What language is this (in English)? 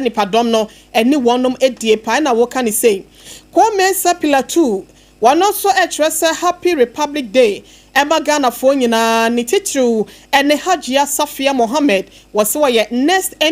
Akan